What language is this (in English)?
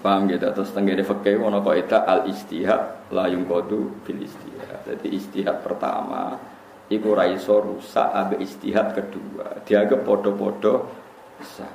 Javanese